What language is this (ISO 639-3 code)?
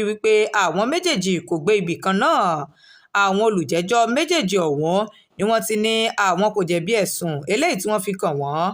yor